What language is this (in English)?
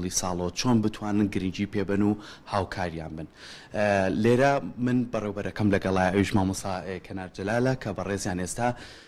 Central Kurdish